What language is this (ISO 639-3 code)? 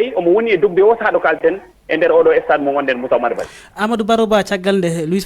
ful